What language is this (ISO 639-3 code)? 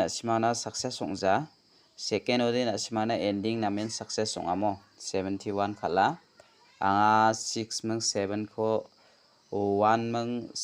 grt